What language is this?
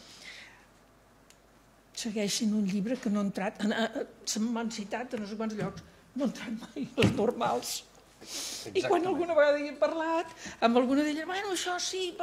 Catalan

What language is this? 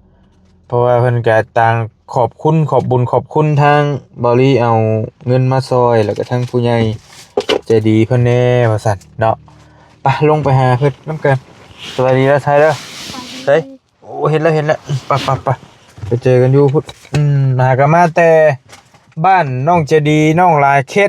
Northeastern Thai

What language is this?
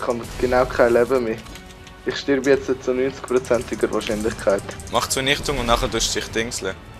Swiss German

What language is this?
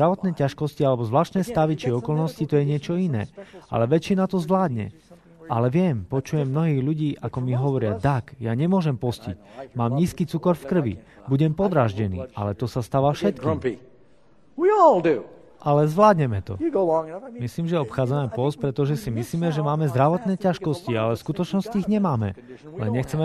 Slovak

